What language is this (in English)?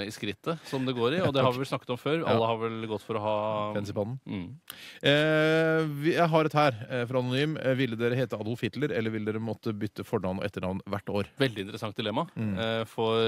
Norwegian